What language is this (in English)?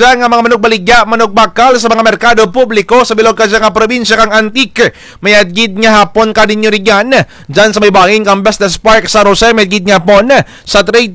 Kinaray-a